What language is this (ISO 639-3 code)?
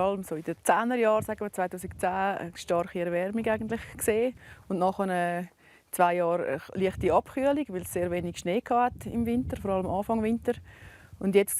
roh